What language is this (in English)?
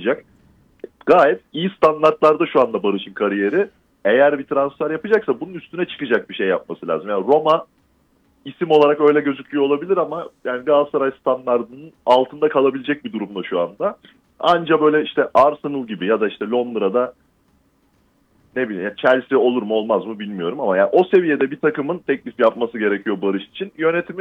Turkish